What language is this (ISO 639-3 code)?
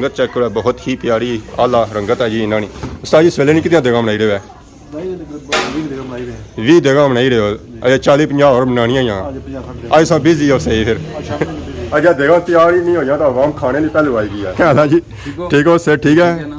phr